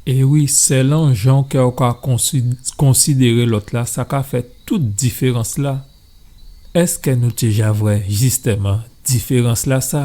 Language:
Guadeloupean Creole French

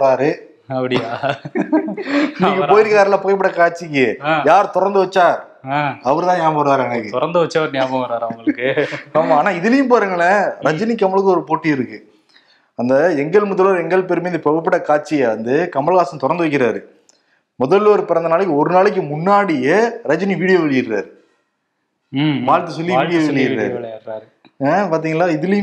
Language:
Tamil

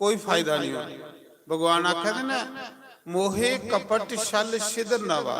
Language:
Dogri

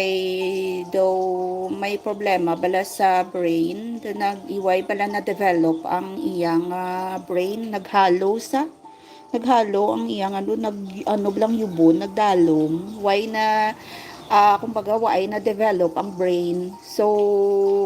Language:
Hiligaynon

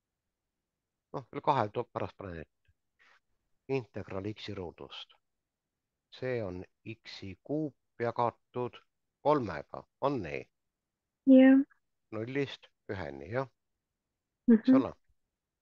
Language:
Estonian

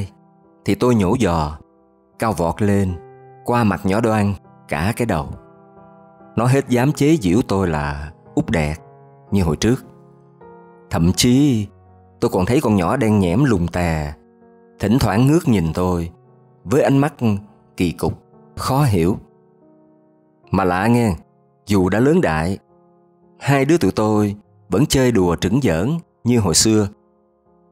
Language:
Vietnamese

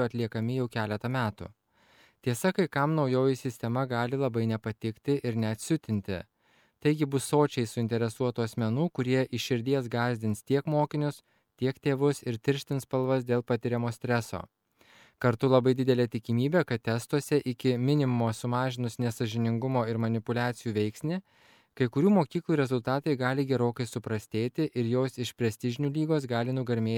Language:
Lithuanian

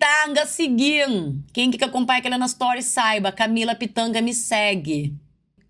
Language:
Kabuverdianu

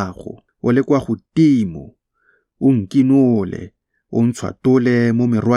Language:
Tswana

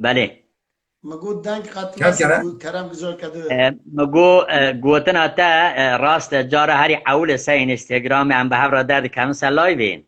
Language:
Kurdish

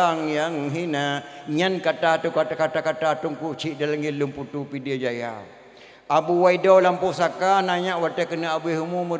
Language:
Achinese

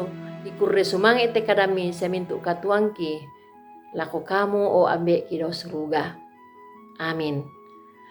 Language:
Toraja-Sa'dan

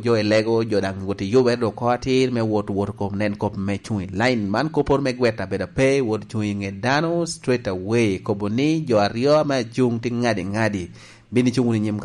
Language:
Lango (Uganda)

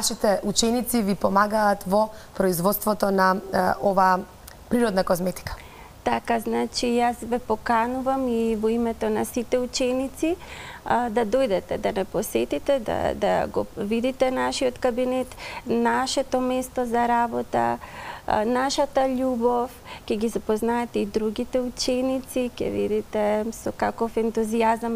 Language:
Macedonian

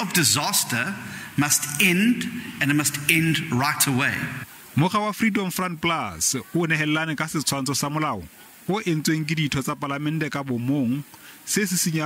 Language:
Southern Sotho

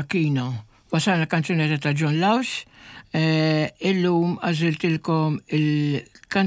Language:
Maltese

